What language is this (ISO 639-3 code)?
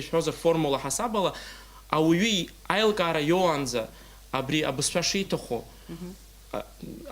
abk